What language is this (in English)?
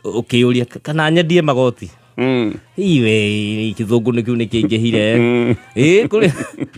Kikuyu